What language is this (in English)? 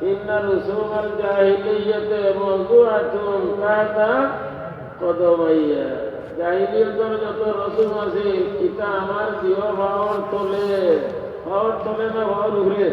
Sylheti